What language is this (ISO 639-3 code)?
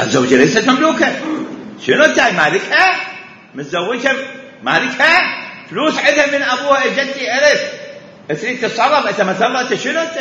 acm